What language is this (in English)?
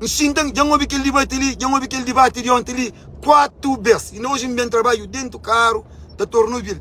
Kabuverdianu